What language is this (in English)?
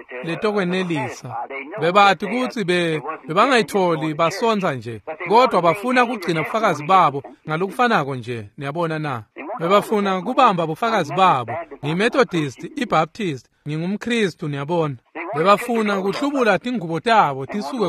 Swati